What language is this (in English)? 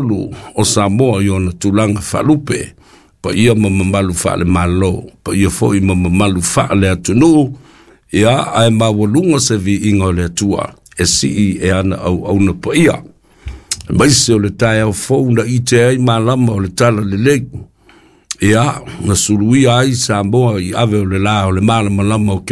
Samoan